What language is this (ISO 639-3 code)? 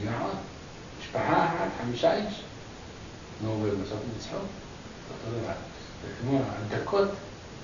heb